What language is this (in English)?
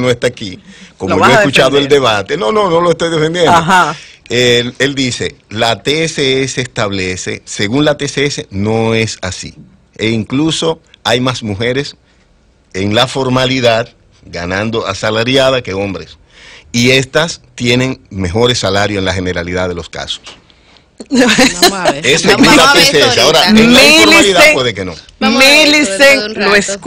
Spanish